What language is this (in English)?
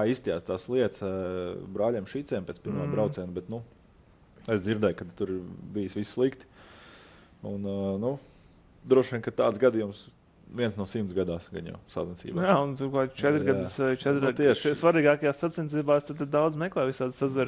Latvian